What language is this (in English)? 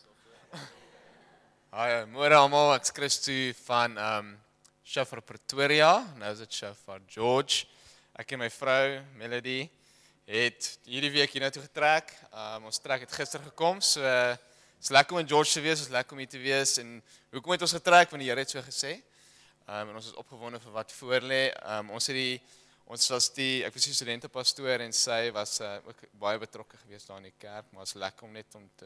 Afrikaans